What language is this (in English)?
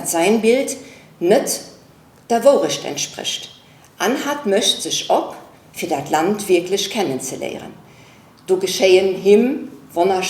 Luxembourgish